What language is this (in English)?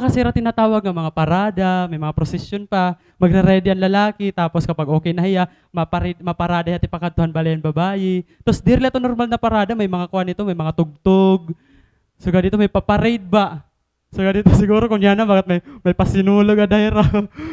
Waray